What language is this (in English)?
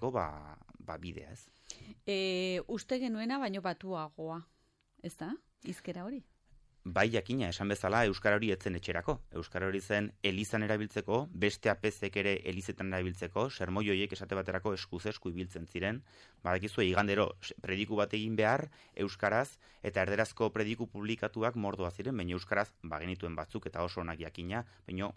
Basque